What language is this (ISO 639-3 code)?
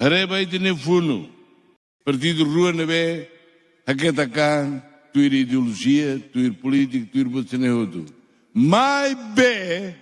tet